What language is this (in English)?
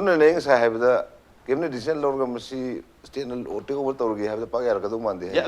Manipuri